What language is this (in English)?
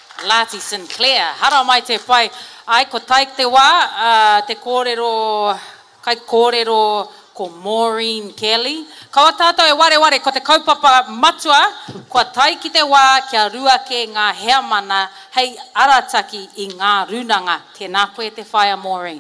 Māori